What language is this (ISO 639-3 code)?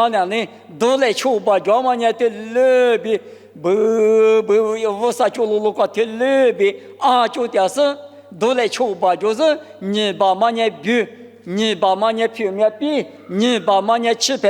lis